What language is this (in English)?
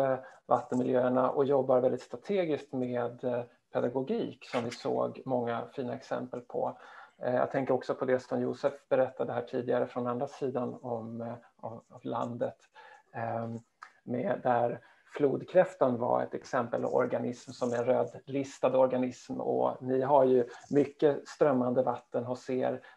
Swedish